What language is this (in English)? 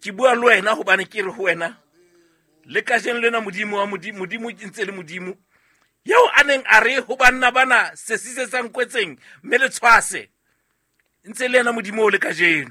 Southern Sotho